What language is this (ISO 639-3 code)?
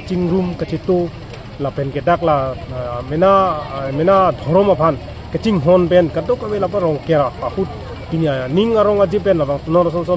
mjw